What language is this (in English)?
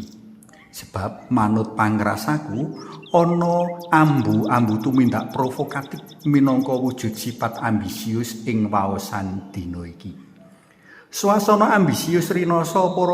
Javanese